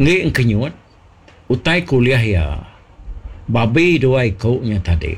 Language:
Iban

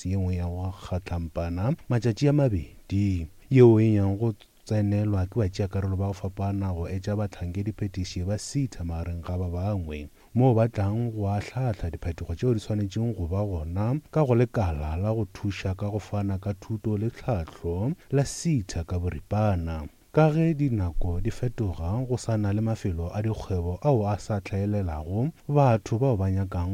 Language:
Northern Sotho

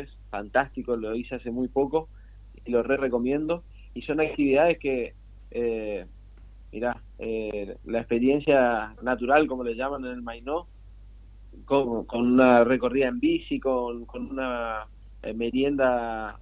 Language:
Spanish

